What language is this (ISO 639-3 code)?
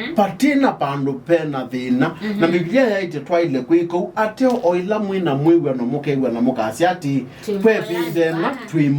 kam